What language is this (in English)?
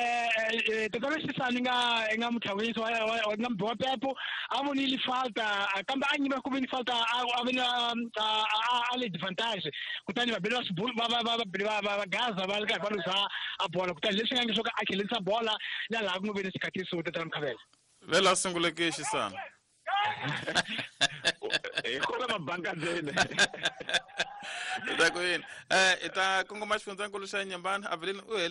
Tsonga